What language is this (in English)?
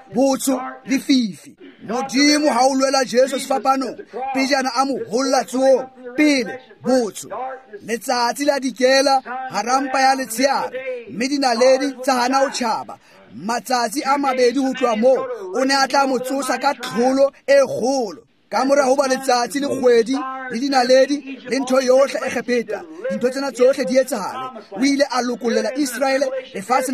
Tswana